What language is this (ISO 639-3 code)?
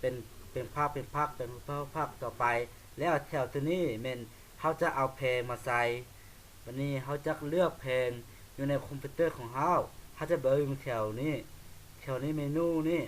lao